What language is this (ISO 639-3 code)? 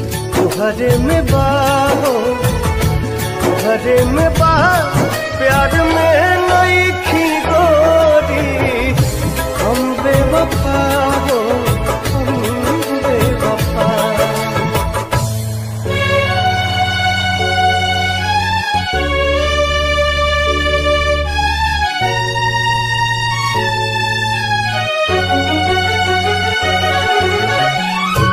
bho